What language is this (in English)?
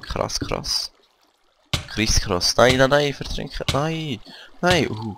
Swiss German